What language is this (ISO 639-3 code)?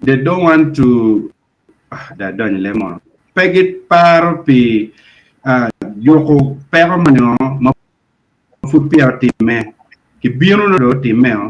ach